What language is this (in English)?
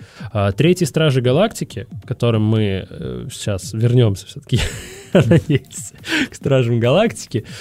Russian